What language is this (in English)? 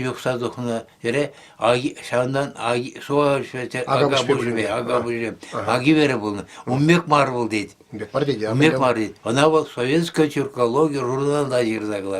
Chuvash